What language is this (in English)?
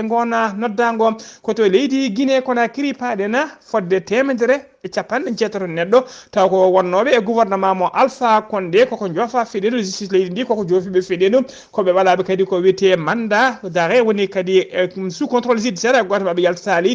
Fula